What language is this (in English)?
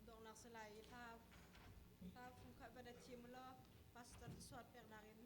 Hakha Chin